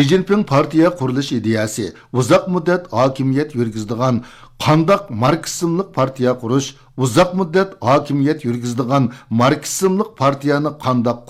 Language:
Uyghur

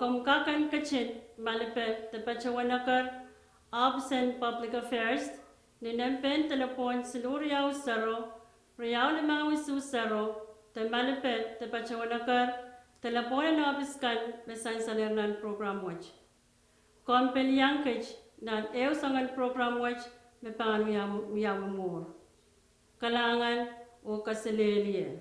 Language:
Pohnpeian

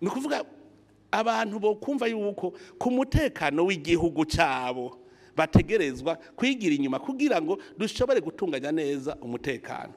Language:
Rundi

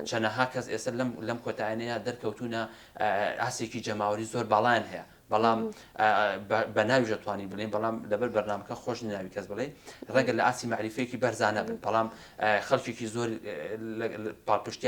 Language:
Central Kurdish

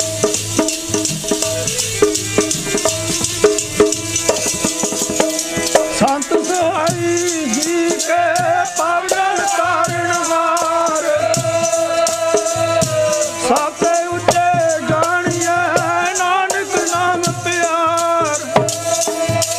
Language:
Punjabi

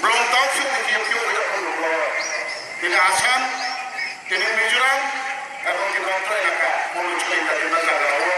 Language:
Riang (India)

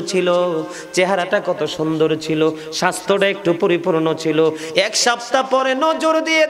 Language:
Bangla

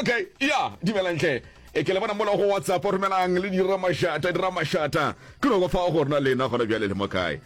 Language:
Northern Sotho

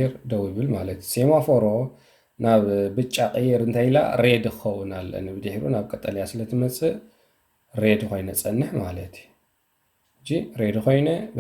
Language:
Tigrinya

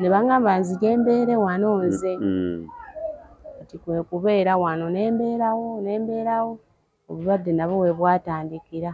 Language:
Ganda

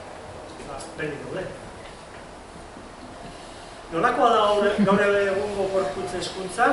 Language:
Basque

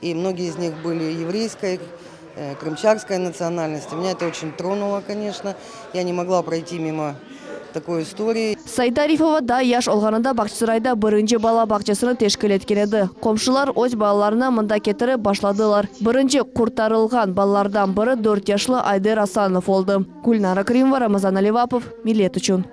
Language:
Crimean Tatar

